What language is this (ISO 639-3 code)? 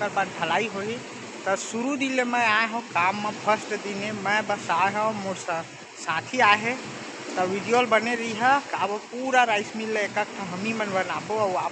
hne